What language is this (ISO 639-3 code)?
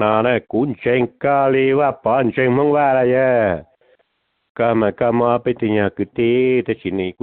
hmn